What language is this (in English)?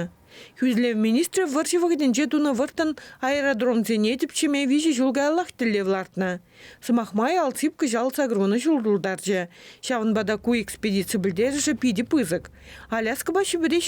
Chuvash